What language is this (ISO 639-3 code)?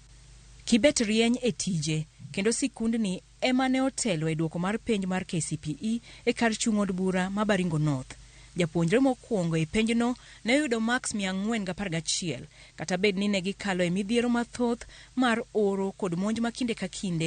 luo